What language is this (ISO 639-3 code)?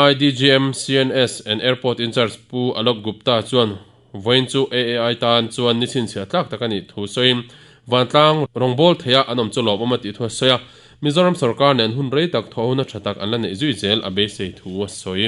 lus